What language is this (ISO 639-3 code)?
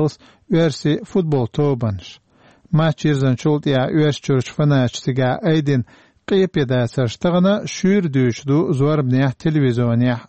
che